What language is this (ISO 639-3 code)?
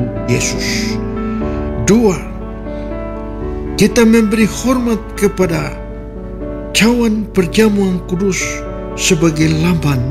ind